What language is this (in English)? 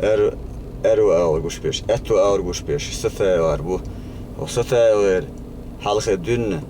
Chechen